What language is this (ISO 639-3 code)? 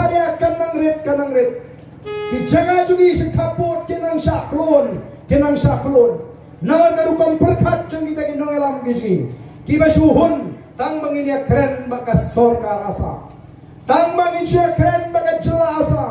kha